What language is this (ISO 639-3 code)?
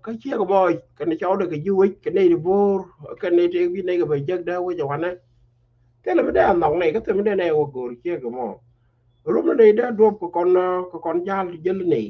nus